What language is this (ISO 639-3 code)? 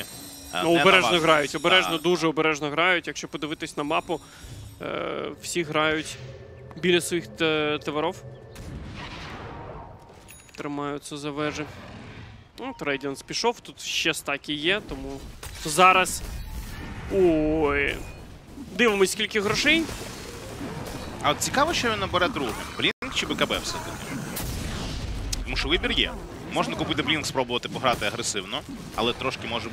ukr